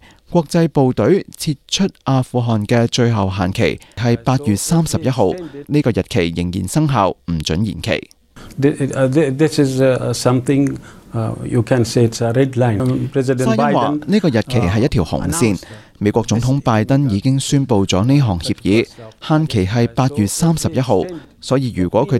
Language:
Cantonese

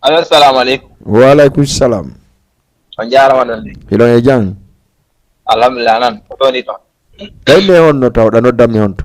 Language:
Fula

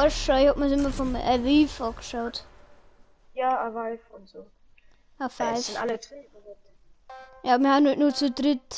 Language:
Bavarian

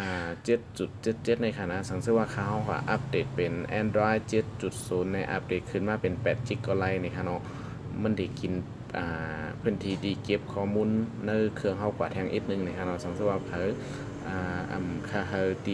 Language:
Shan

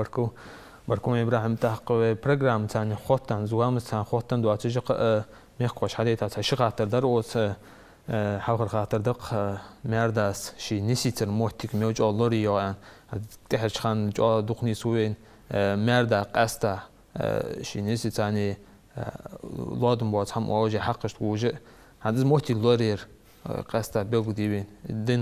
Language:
Ingush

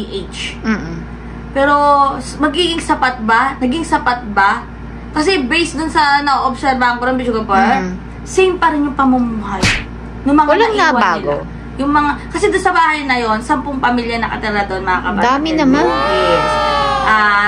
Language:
Filipino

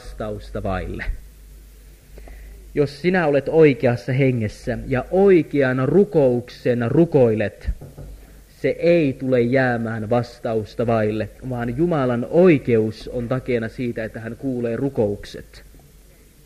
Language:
Finnish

